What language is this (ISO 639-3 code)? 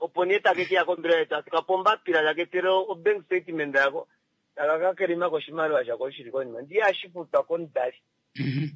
kua